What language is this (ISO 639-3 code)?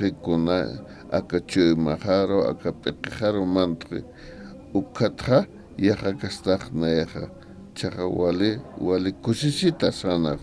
aym